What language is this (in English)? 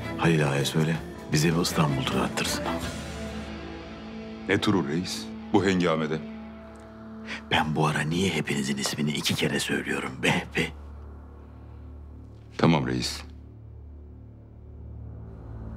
Turkish